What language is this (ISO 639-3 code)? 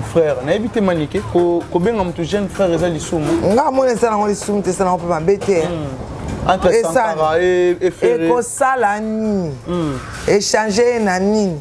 lin